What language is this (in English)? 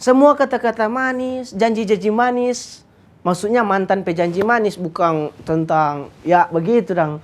Manado Malay